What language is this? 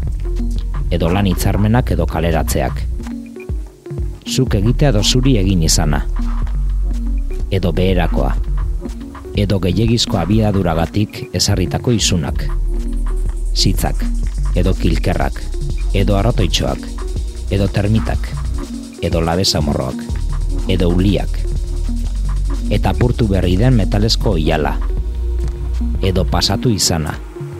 Basque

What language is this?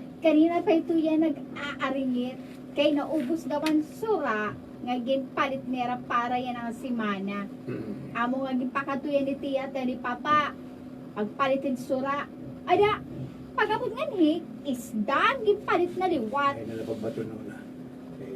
Waray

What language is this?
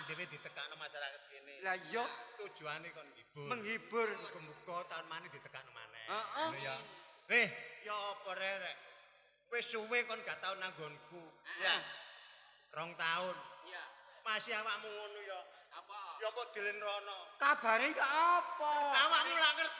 Javanese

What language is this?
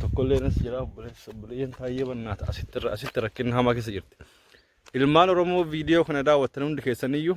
Oromo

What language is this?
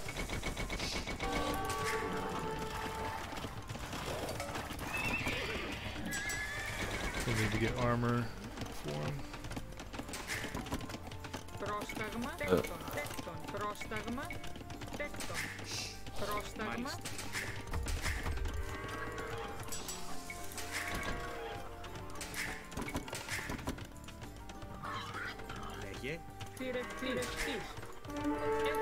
Greek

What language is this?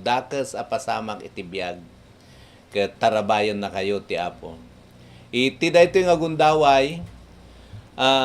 Iloko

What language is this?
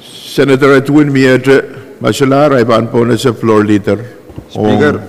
Pohnpeian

